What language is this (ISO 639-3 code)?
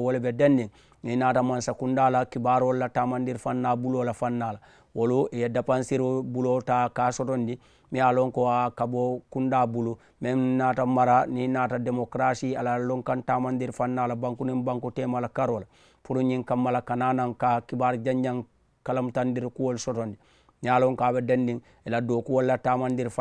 man